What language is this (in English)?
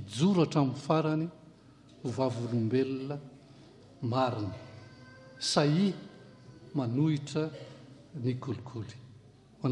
Malagasy